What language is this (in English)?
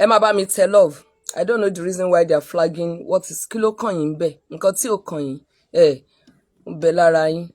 Yoruba